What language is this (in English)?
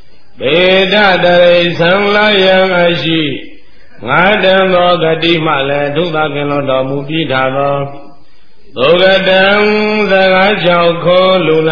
Burmese